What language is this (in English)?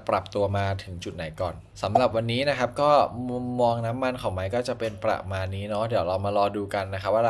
Thai